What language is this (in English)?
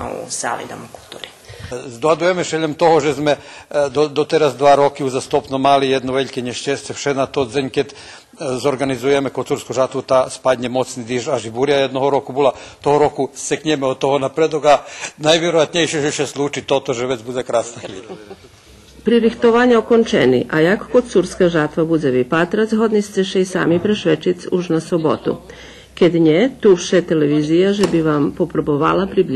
Rusyn